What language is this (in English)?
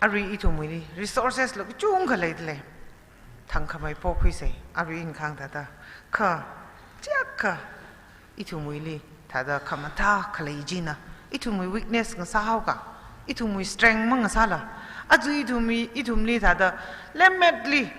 Tangkhul Naga (India)